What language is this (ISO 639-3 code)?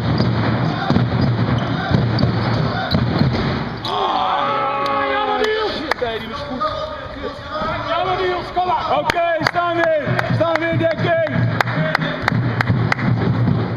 nld